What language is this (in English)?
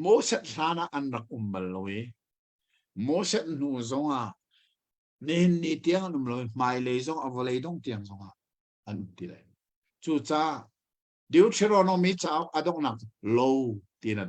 Hakha Chin